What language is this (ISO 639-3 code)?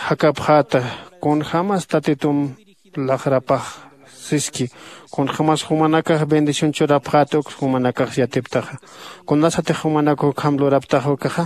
aym